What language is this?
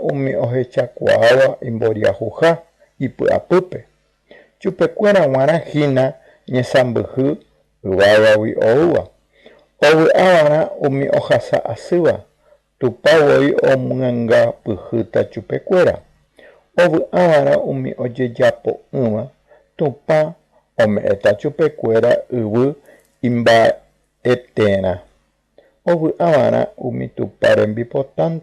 Guarani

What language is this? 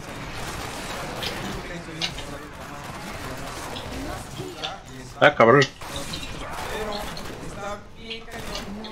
Spanish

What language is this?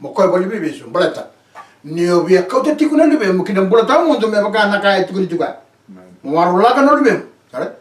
Fijian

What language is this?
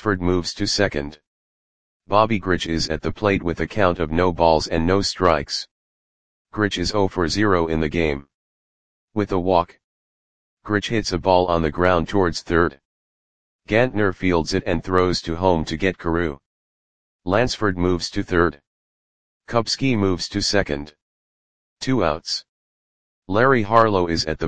English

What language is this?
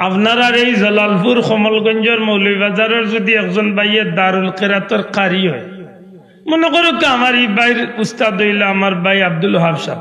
Sylheti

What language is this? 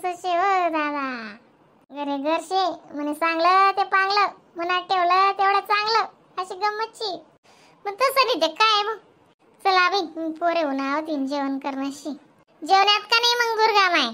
Khandesi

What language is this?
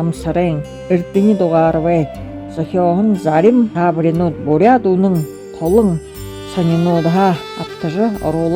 Buriat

